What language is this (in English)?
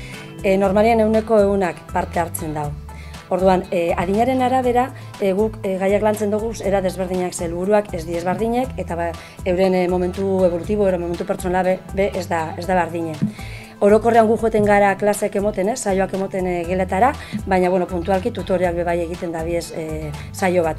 Basque